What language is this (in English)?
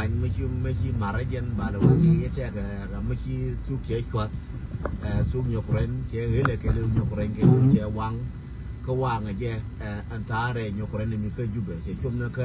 Nuer